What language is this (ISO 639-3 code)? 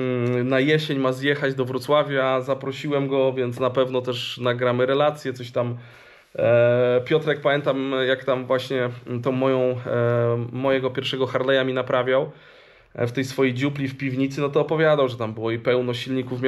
pol